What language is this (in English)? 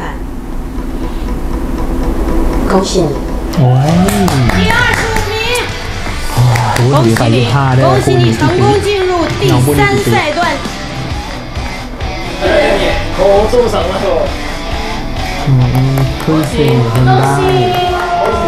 Chinese